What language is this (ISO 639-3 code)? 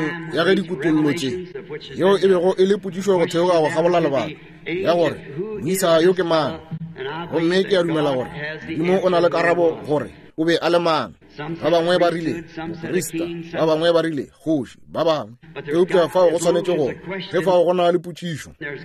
nso